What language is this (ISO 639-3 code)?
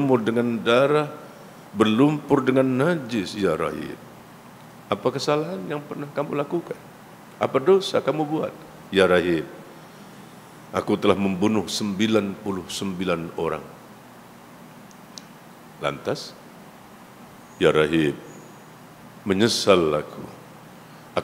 msa